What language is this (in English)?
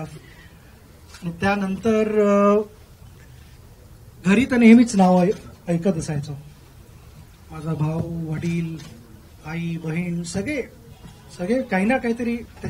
Marathi